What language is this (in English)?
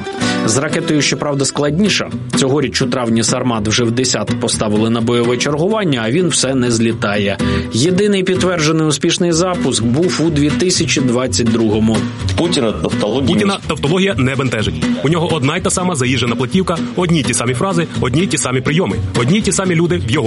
Ukrainian